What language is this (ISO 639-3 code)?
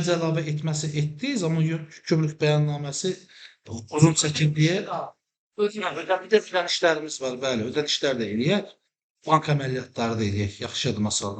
aze